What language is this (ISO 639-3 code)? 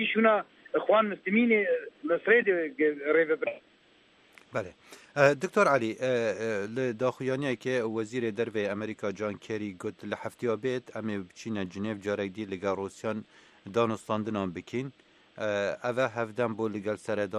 kur